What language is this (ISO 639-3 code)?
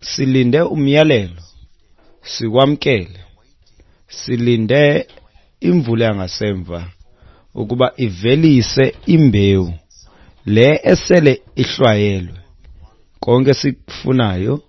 xho